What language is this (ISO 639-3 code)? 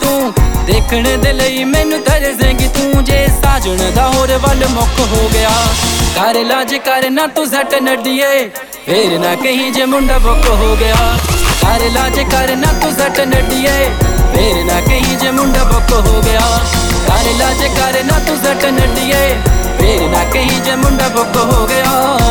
pan